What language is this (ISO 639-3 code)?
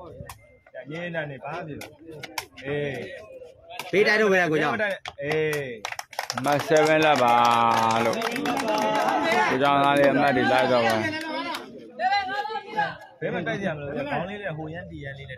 mya